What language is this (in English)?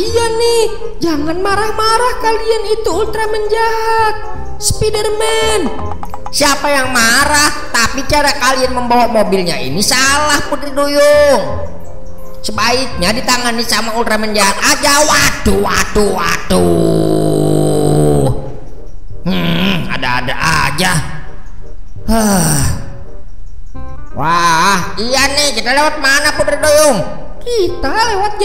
Indonesian